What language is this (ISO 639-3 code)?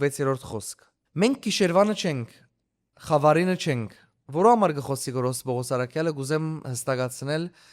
hyw